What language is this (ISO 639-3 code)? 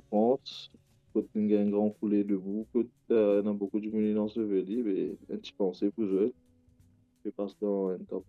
mfe